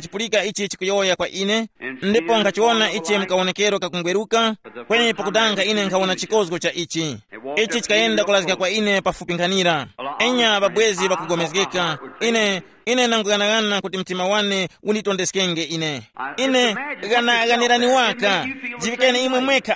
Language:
Tumbuka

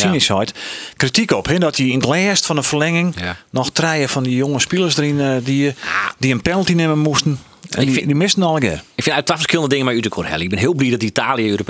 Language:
Western Frisian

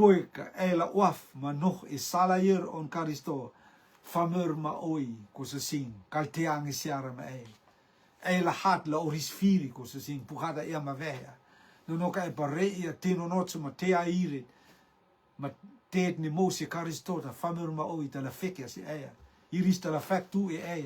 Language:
Rotuman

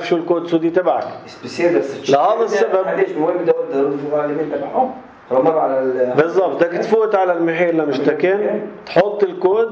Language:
North Levantine Arabic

